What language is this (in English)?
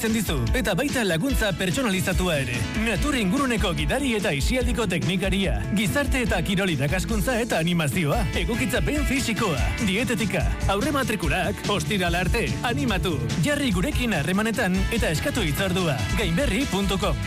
Basque